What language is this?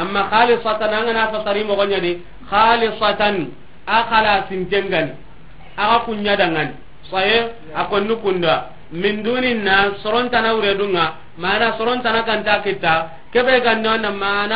Soninke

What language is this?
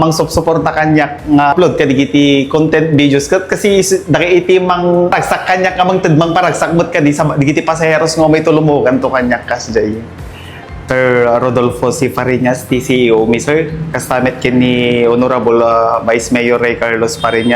Iloko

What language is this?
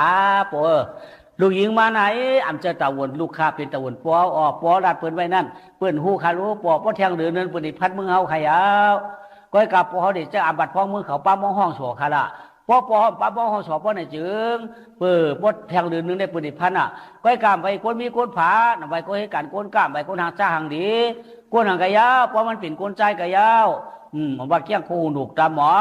Shan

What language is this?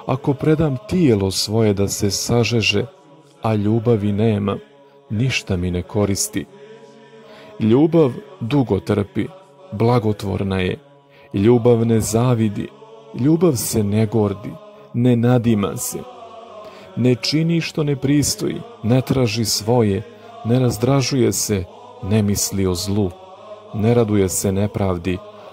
Serbian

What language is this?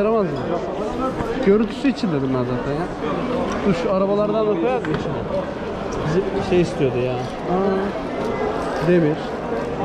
Turkish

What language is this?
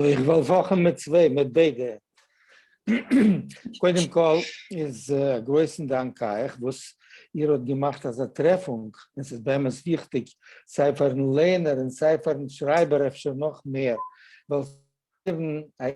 Yiddish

